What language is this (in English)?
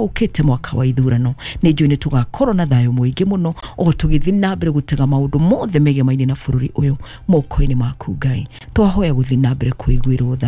Kikuyu